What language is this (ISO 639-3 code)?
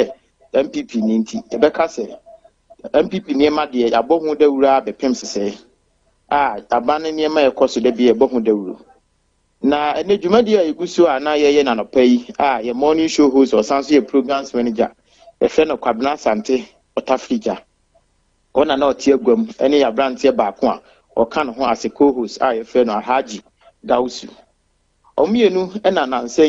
aka